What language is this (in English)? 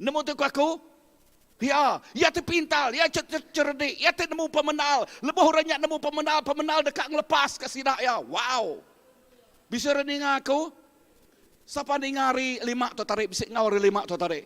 Iban